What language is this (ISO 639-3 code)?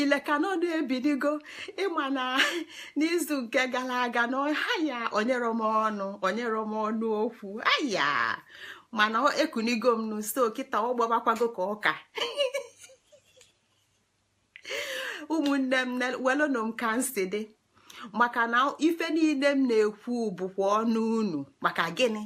ibo